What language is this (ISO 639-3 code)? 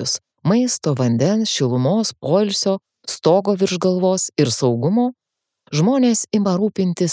lit